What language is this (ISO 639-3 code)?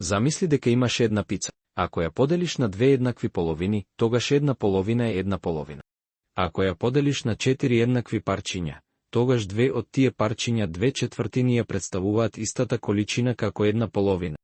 mkd